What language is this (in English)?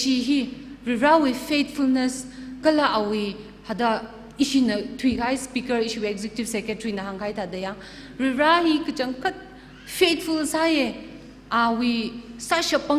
Tangkhul Naga (India)